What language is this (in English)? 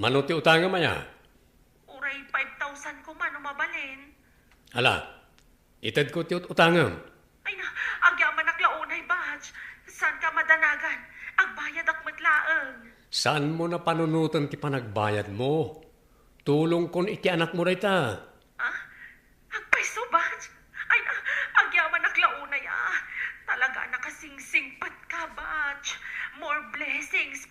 Iloko